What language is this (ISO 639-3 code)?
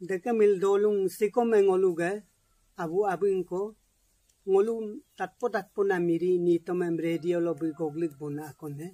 adi